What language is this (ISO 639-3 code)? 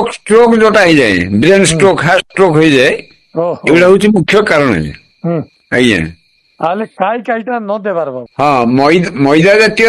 ori